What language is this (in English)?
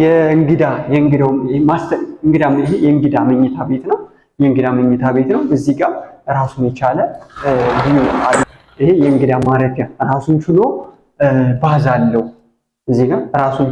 Amharic